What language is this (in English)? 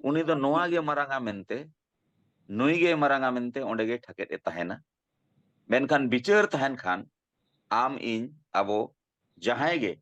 Santali